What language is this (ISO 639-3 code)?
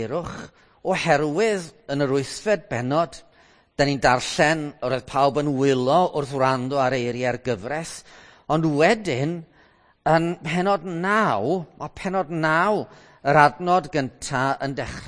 cym